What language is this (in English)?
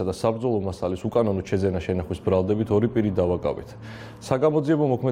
Georgian